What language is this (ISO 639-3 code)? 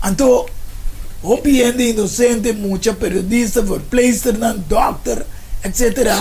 pap